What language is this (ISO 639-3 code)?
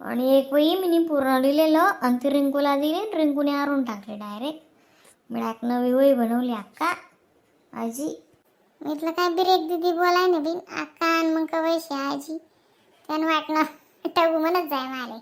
khn